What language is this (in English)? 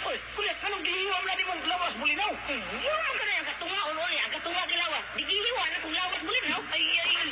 Cebuano